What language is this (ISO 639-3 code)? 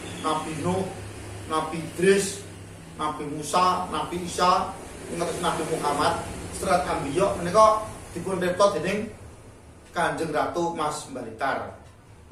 jav